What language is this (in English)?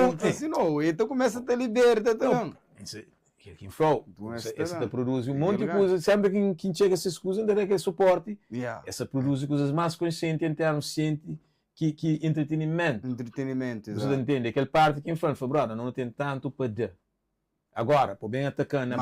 Kabuverdianu